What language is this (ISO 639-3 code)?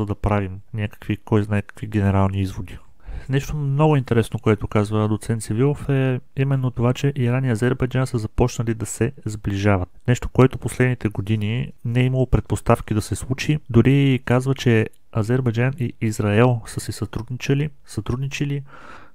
bul